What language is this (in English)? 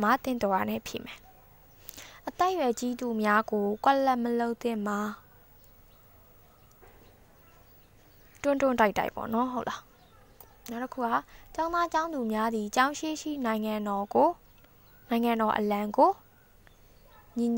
Burmese